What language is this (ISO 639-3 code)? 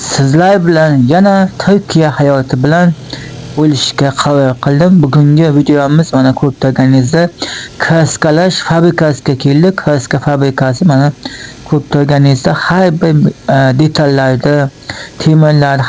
uzb